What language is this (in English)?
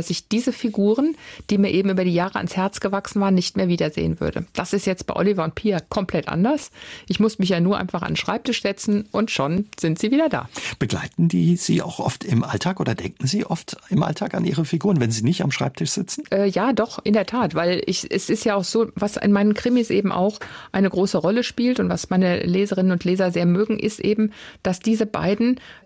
German